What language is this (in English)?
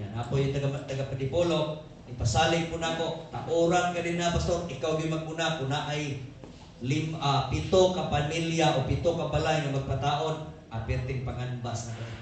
Cebuano